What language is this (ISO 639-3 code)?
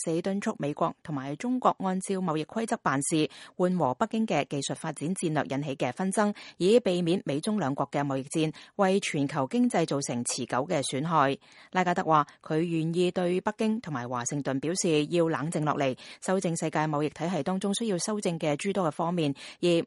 yue